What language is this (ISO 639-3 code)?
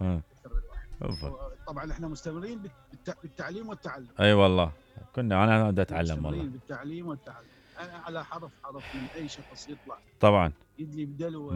acm